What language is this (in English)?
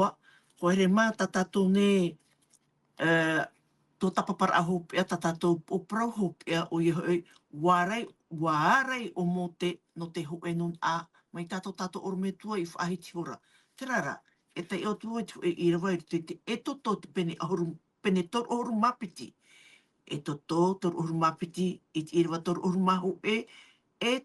Tahitian